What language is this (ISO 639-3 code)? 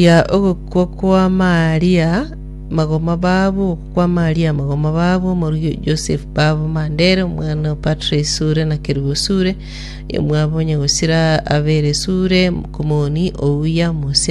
guz